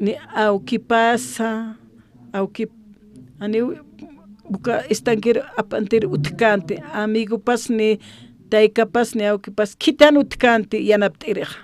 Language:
Aymara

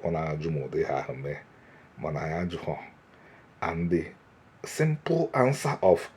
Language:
Igbo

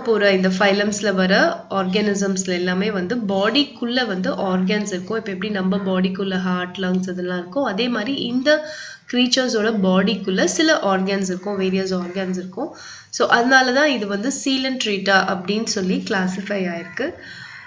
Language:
Tamil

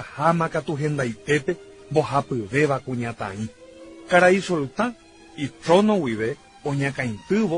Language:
Guarani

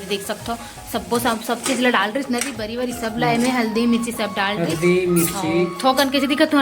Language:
Chhattisgarhi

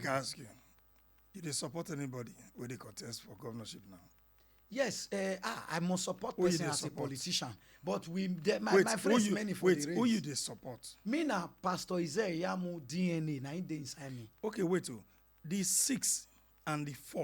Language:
Nigerian Pidgin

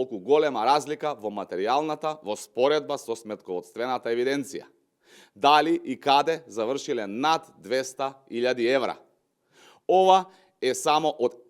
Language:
Macedonian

